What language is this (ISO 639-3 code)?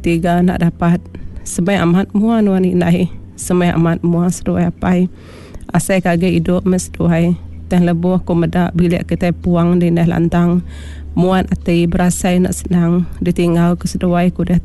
iba